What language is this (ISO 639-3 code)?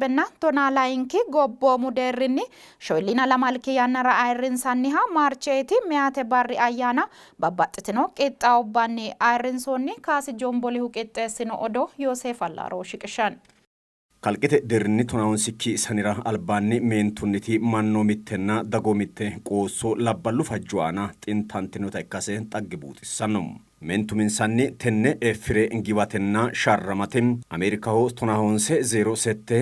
sid